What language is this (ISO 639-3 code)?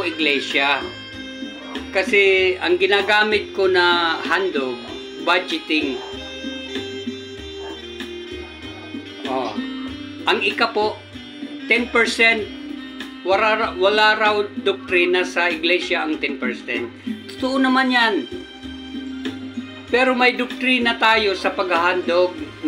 fil